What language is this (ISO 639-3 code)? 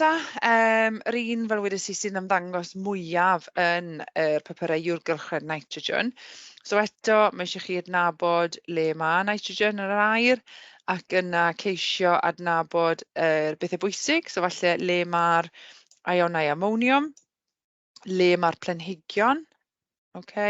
cym